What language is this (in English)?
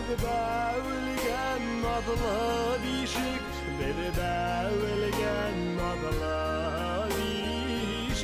Bashkir